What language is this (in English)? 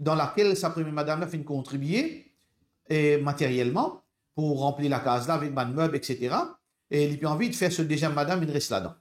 Morisyen